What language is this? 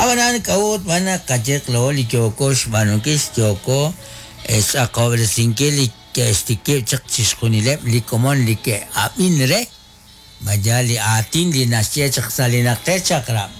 Kekchí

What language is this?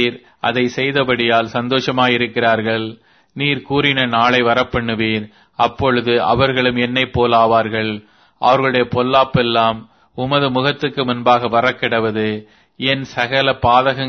Tamil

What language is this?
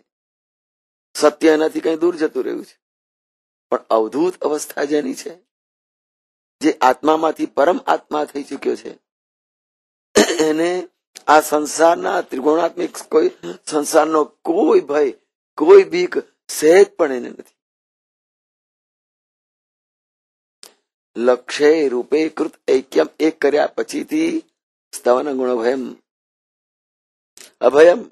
Gujarati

